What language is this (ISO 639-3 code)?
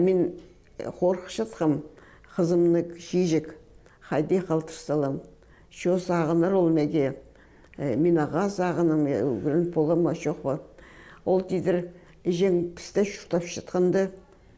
kjh